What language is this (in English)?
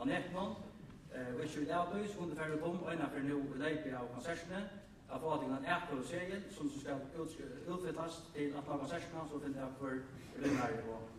Faroese